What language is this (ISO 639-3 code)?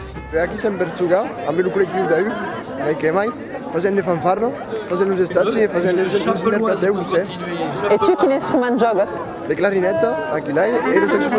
oci